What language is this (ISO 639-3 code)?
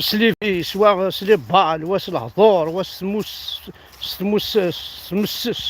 kab